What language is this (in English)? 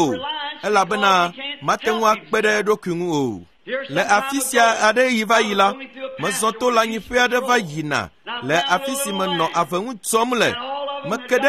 Ewe